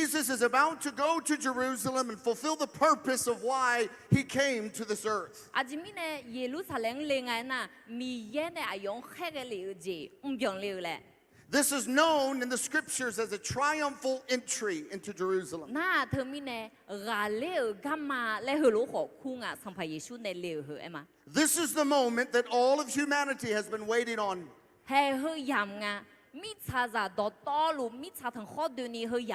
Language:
Akha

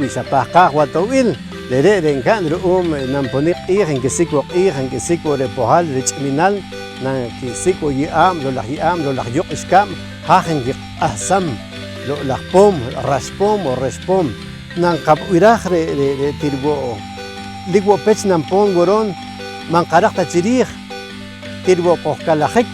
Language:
Poqomchi'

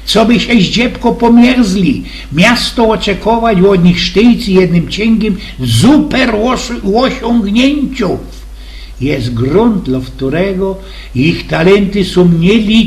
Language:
Silesian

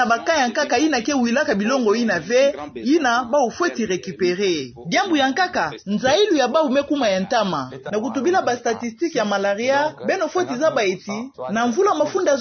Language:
Kituba (Democratic Republic of Congo)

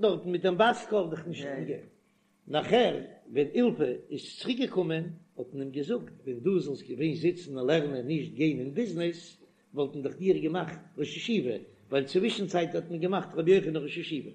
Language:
Yiddish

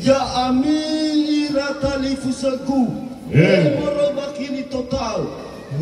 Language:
Nias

